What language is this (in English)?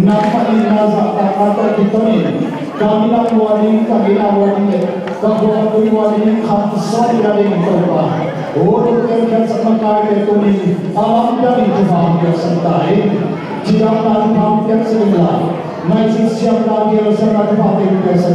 Tedim Chin